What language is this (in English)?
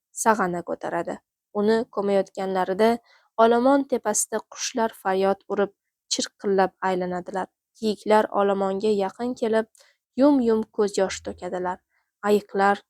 Uzbek